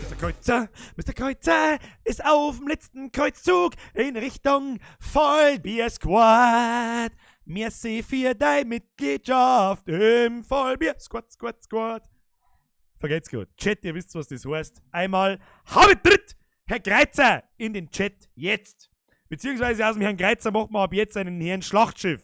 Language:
Bavarian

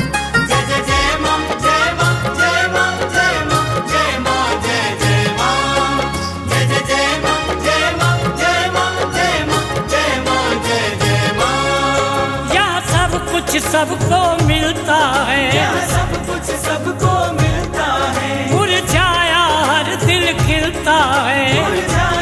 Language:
Hindi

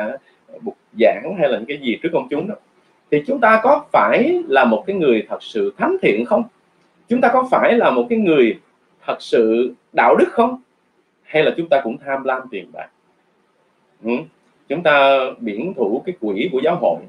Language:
Vietnamese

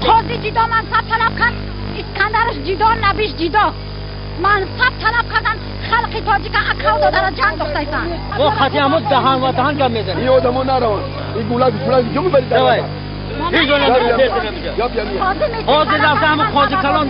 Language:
Tajik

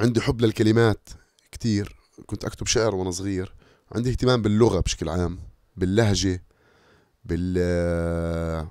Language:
North Levantine Arabic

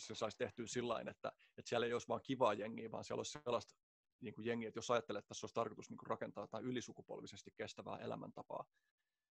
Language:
Finnish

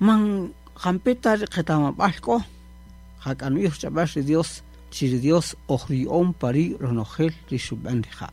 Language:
Kaqchikel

